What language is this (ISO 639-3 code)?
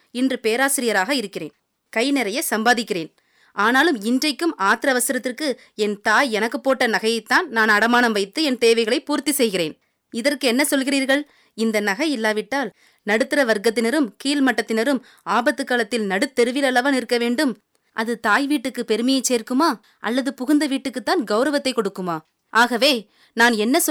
tam